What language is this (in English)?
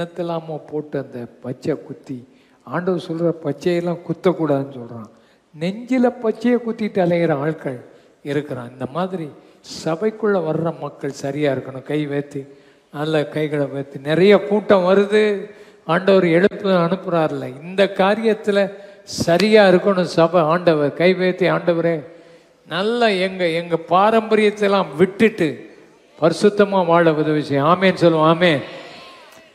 Tamil